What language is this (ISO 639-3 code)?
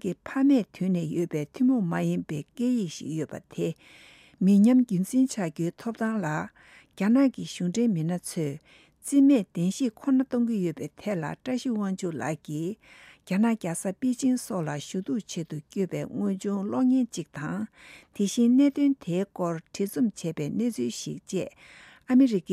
bod